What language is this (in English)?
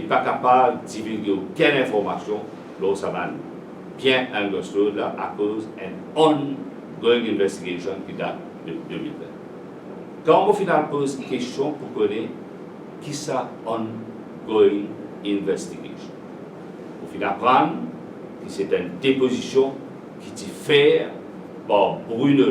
Morisyen